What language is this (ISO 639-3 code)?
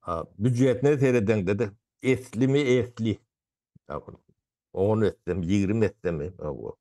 tuk